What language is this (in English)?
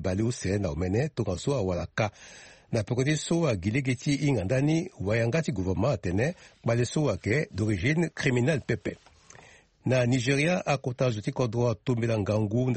Sango